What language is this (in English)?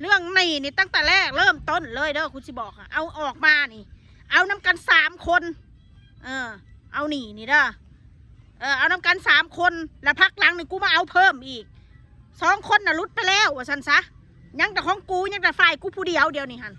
Northeastern Thai